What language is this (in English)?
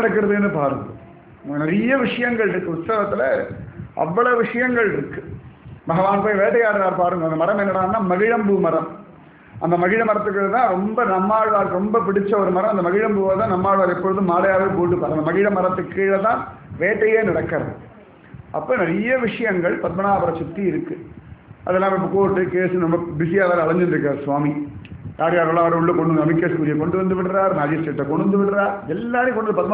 Tamil